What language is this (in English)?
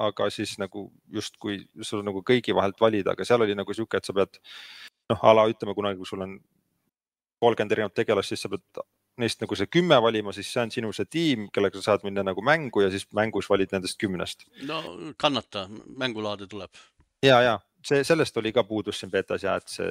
Estonian